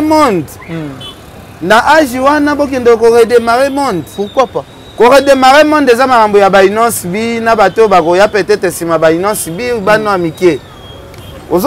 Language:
Lingala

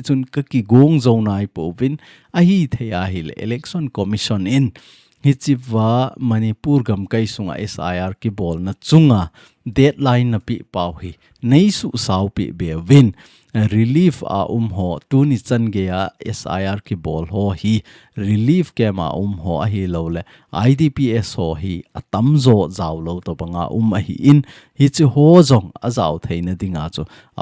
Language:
Thado Chin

